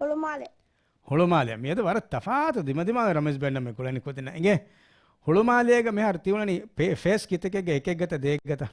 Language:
Divehi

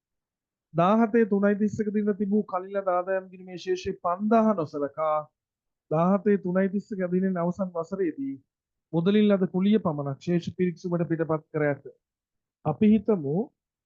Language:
Sinhala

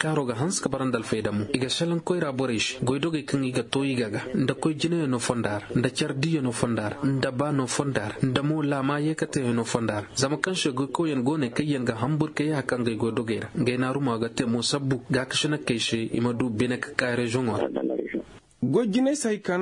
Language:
Koyraboro Senni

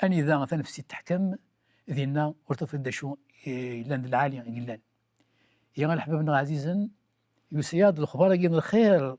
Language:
Kabyle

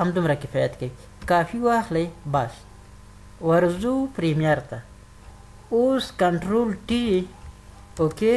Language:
Pashto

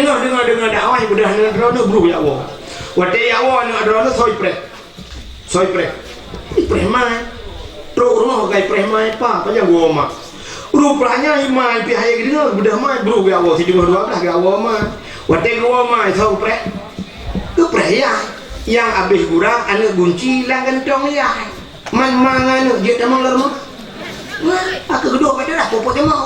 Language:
Achinese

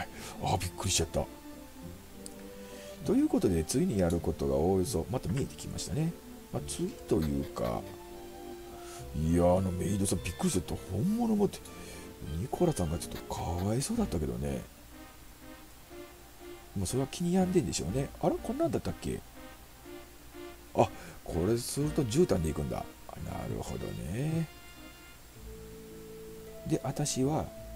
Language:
Japanese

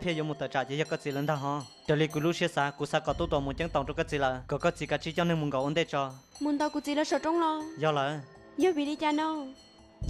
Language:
Hmong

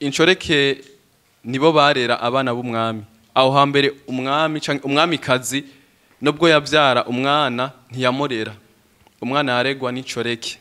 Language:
Rundi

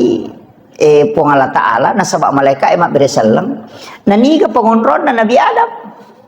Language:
Buginese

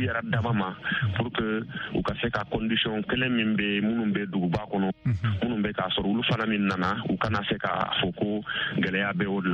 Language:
Bambara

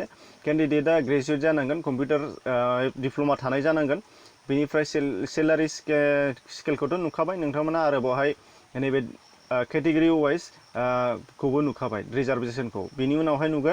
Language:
Bodo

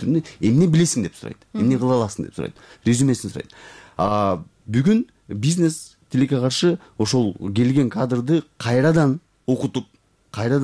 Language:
Kyrgyz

